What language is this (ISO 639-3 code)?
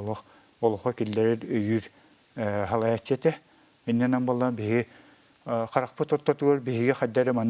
sah